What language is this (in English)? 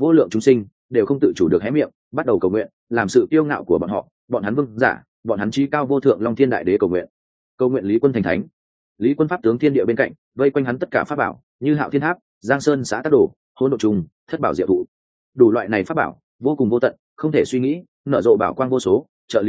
Vietnamese